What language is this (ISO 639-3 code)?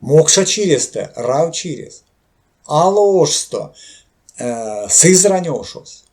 myv